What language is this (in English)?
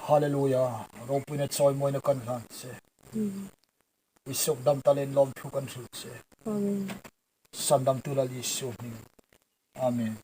Hmar